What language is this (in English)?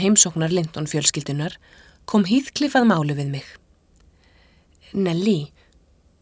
Icelandic